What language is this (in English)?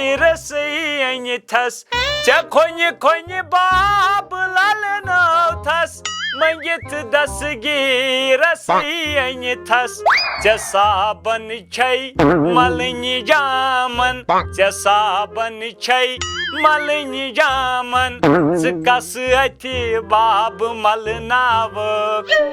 Kashmiri